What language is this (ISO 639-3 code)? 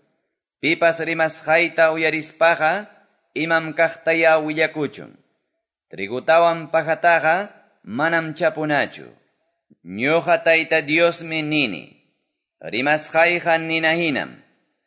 que